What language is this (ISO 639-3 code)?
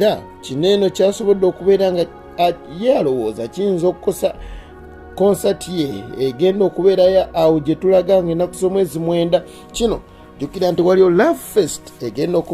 lug